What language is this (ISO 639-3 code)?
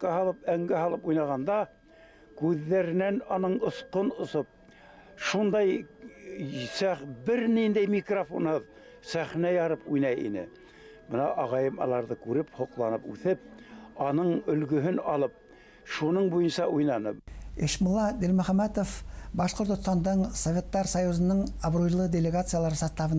bak